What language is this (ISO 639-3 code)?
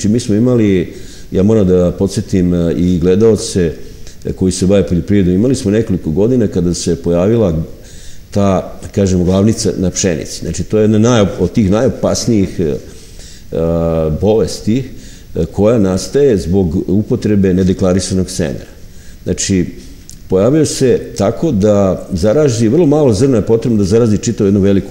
srp